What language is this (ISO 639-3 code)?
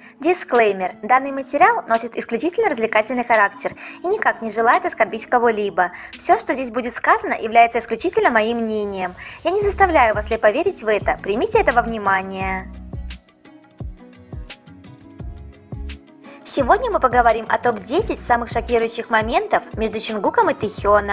rus